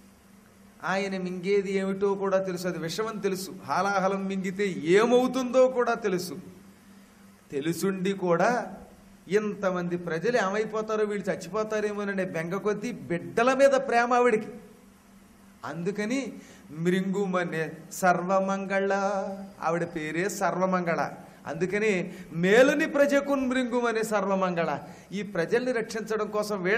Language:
Telugu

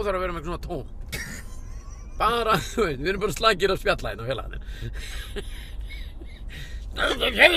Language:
Icelandic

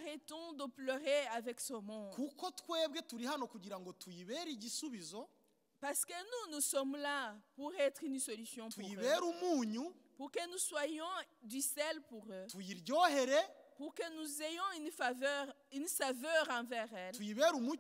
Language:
Kinyarwanda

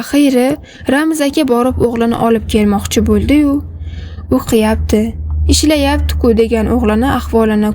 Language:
Uzbek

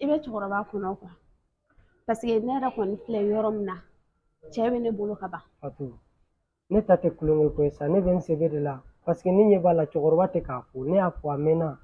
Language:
Bambara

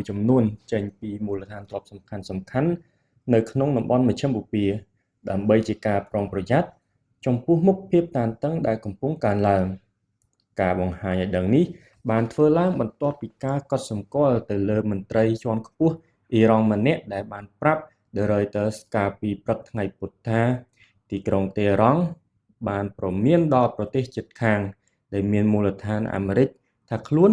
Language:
Khmer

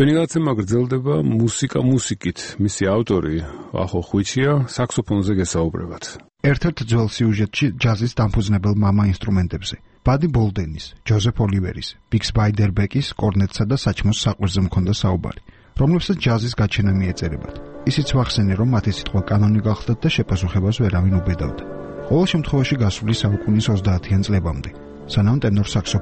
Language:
Georgian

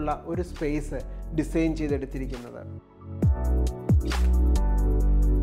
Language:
Malayalam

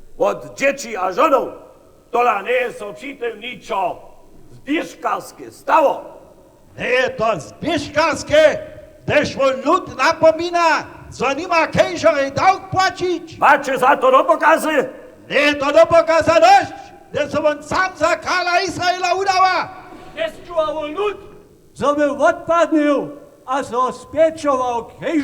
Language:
Upper Sorbian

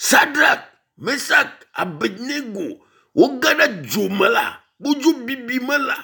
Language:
Ewe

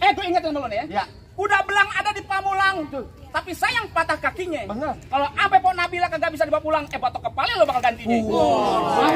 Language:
Betawi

